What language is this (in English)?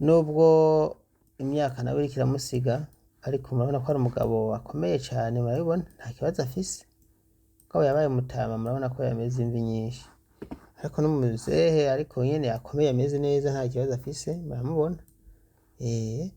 Rundi